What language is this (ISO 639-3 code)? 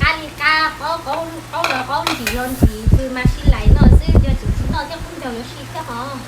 hmn